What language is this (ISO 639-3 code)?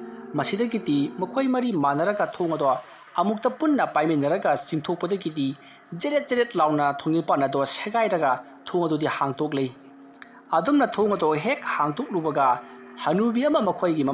mni